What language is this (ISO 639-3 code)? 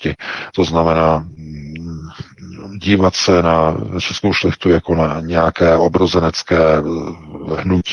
ces